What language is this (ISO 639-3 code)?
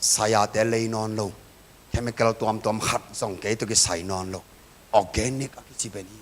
ctd